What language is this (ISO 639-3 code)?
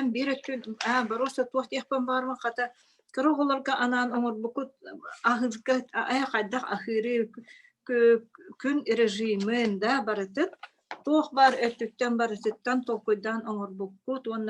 sah